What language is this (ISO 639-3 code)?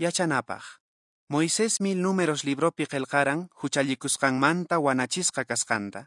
que